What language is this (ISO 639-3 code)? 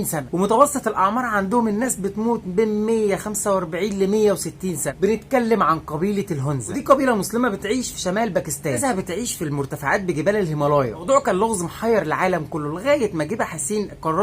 arz